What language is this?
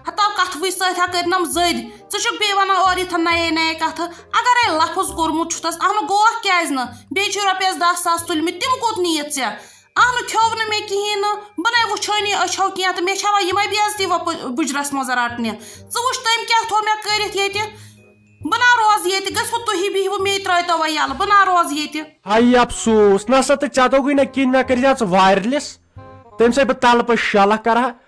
Kashmiri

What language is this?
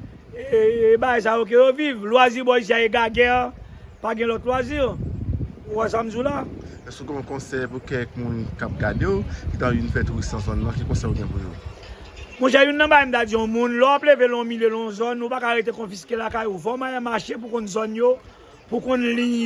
Haitian Creole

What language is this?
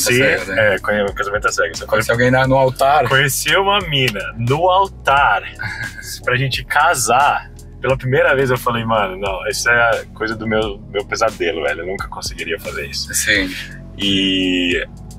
Portuguese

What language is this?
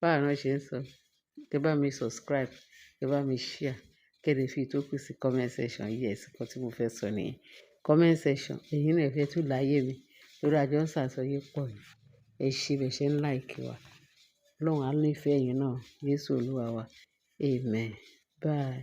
Yoruba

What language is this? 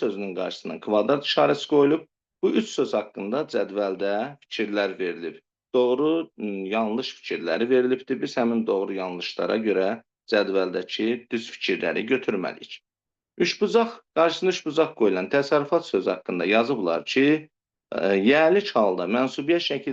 Azerbaijani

